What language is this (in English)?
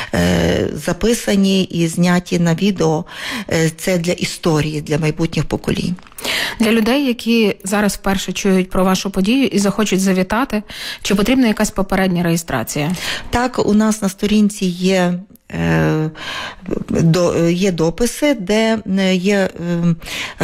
Ukrainian